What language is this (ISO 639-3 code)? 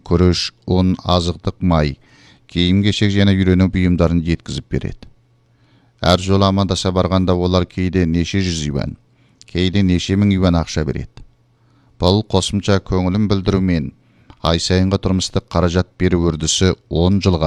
kaz